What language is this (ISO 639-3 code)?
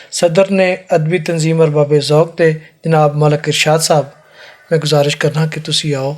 lah